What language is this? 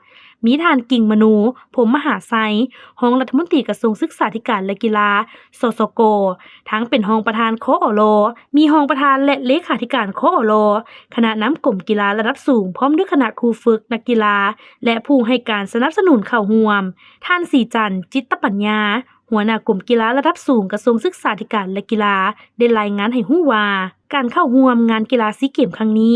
Lao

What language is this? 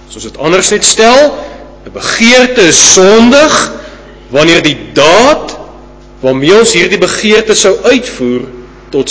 Afrikaans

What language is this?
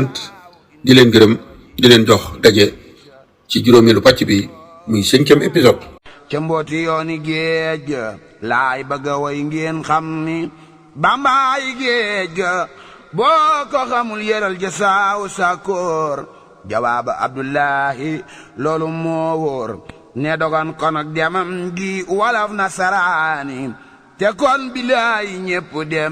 Wolof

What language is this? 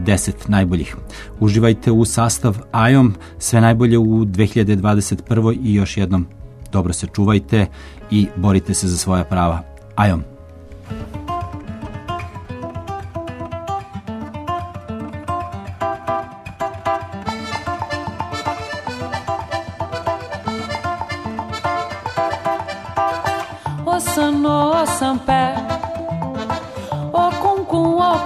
Serbian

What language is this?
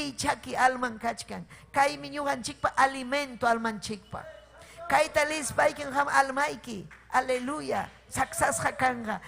Ayacucho Quechua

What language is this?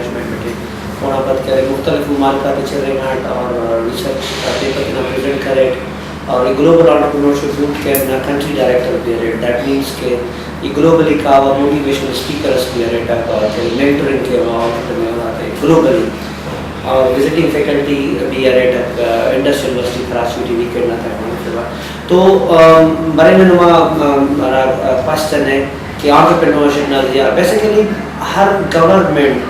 Brahui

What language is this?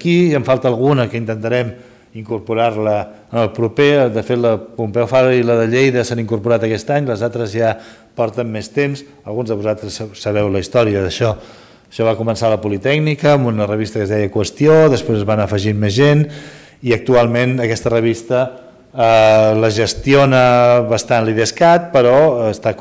Catalan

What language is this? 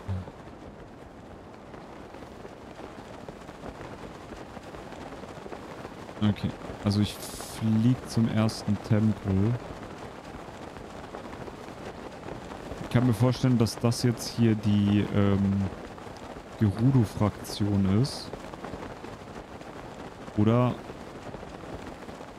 German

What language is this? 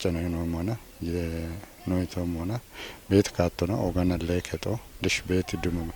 Kafa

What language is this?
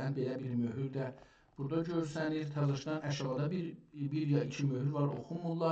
South Azerbaijani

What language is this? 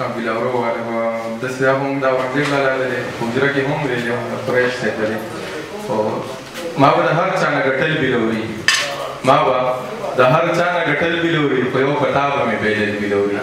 Pashto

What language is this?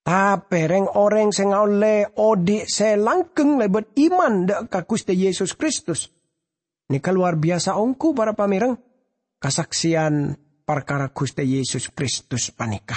Madurese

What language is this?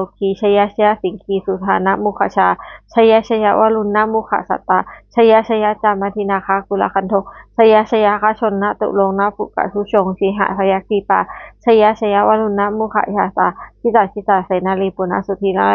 Pali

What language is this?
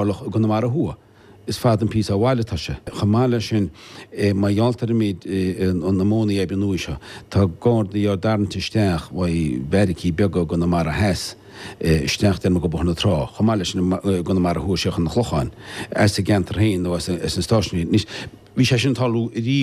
Irish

